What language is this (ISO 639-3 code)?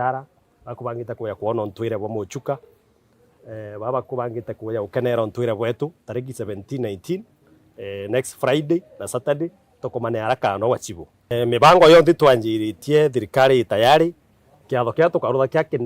mer